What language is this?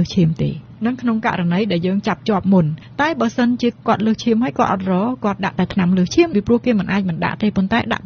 Khmer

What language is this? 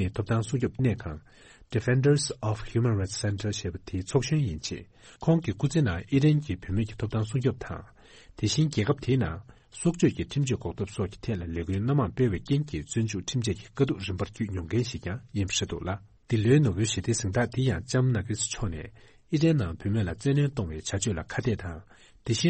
Tibetan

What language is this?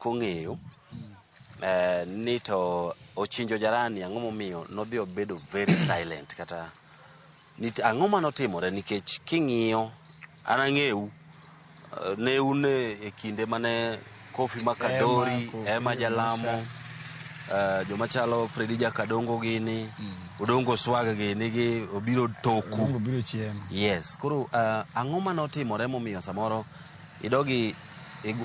Luo (Kenya and Tanzania)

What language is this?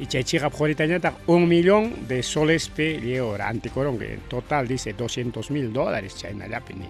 Ayacucho Quechua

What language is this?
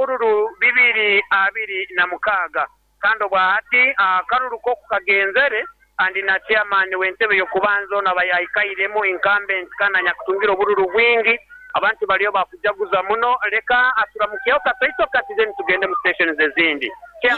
Nyoro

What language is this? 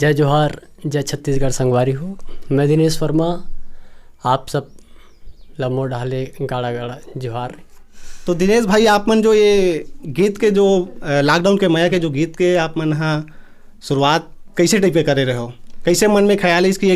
Chhattisgarhi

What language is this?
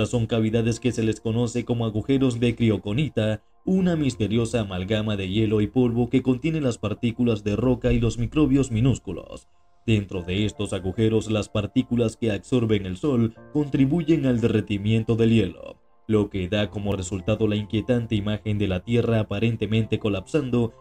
Spanish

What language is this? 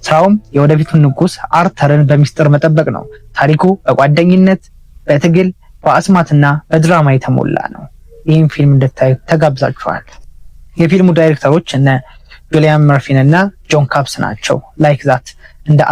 Amharic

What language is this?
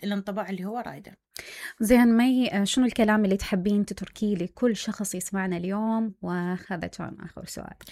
Mesopotamian Arabic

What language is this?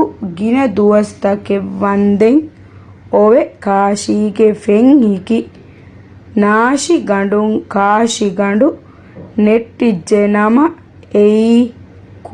Divehi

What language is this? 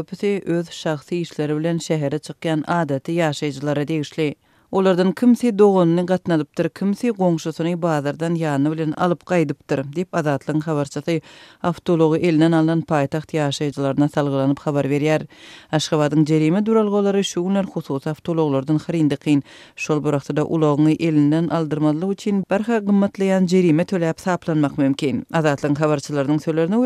Turkmen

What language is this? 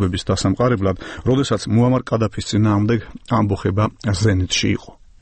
Georgian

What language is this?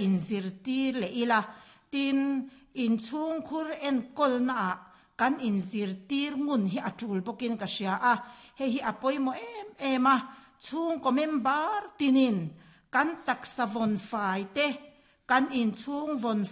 Mizo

